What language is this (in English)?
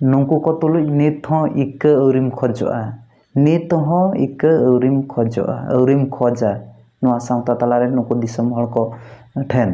Santali